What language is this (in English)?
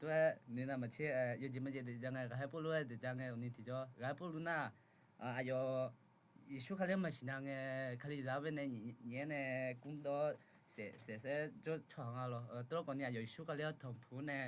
Akha